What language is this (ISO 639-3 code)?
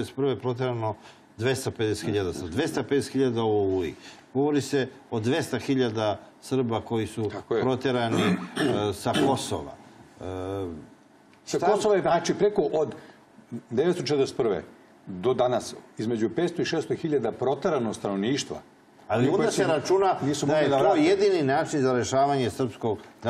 srp